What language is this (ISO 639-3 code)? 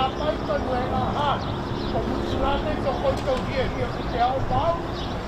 mri